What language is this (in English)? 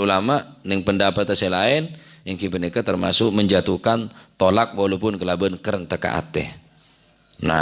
Madurese